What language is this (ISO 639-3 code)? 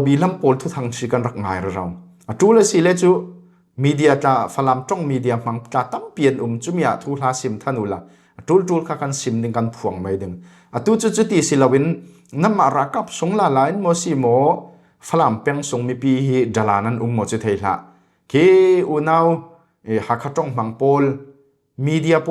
cfm